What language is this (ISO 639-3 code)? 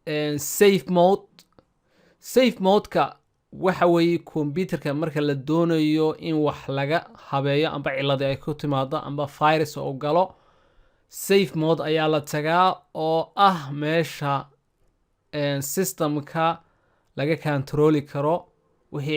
som